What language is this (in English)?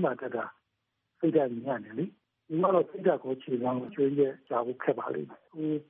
Burmese